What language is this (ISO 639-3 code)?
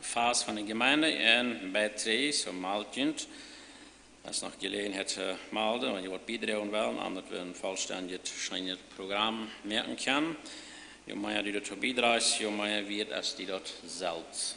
pdt